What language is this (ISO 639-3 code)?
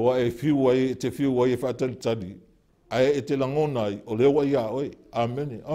smo